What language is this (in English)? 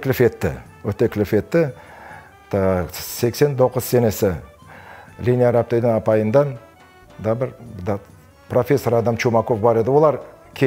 Crimean Tatar